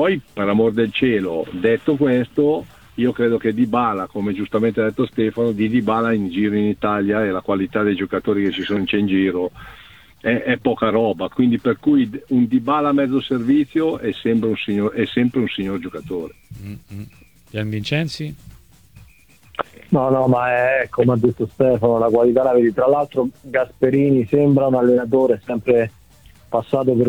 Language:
Italian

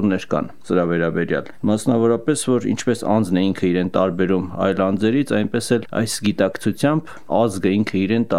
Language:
Armenian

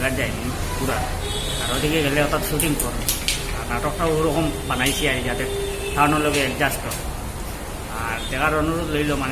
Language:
Sylheti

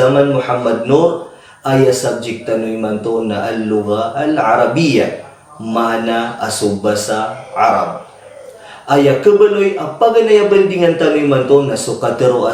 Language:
Maranao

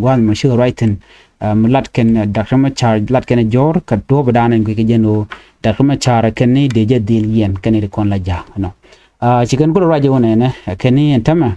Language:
Nuer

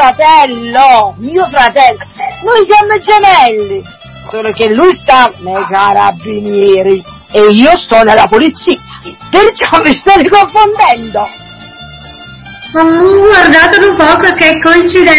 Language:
Italian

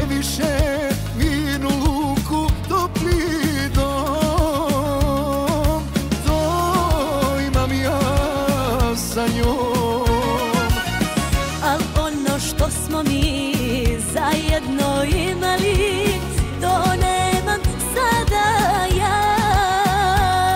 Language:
Serbian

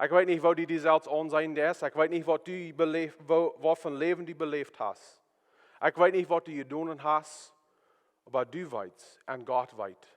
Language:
Plautdietsch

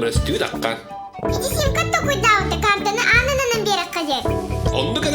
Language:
Yakut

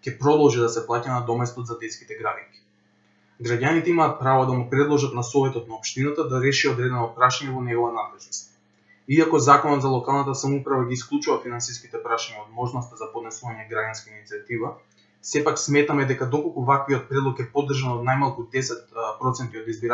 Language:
Macedonian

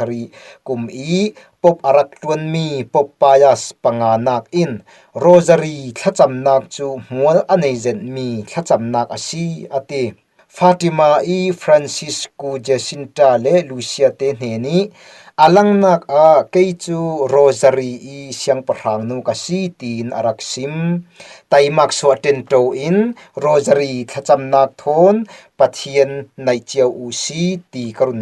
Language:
Falam Chin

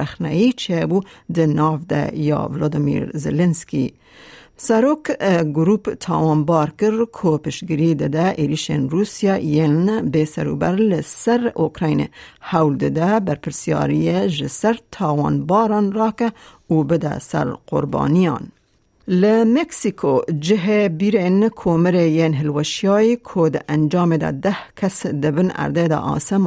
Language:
Kurdish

